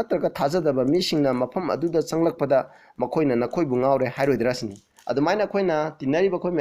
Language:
Manipuri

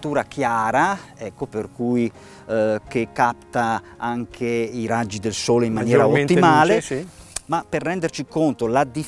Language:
Italian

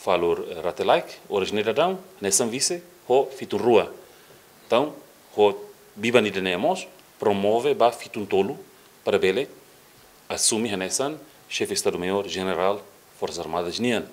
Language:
Tetum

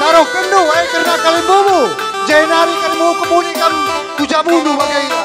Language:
Batak Karo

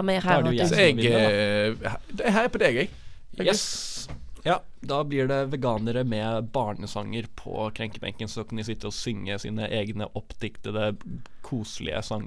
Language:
Norwegian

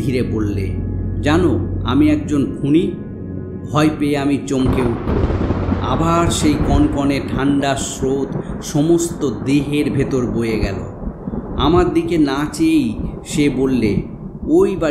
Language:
Bangla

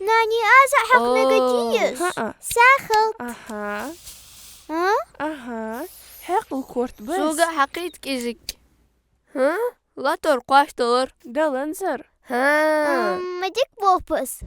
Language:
Ingush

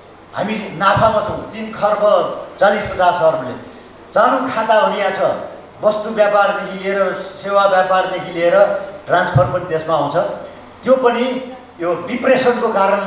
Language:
Nepali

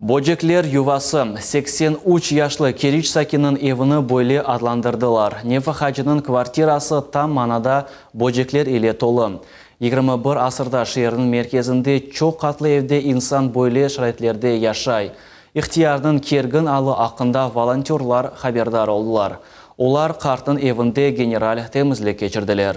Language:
Crimean Tatar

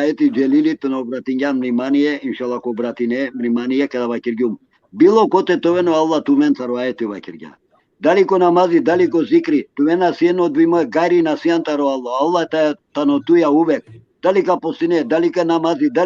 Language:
Balkan Romani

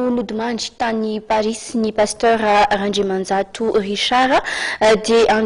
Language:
Malagasy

